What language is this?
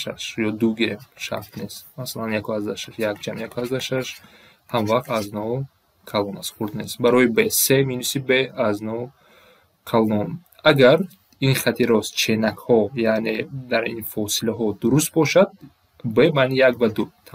Tajik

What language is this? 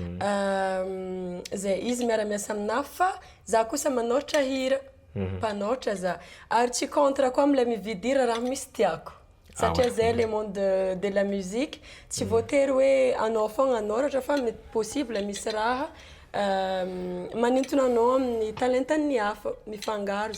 Malagasy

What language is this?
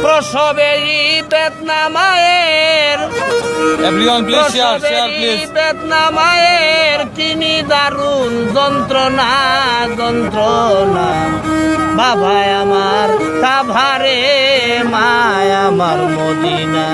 Sylheti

